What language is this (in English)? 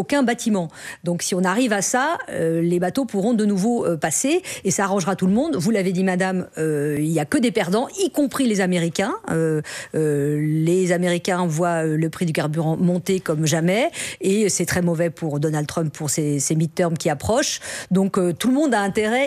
French